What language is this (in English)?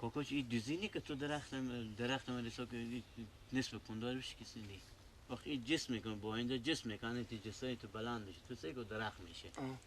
Persian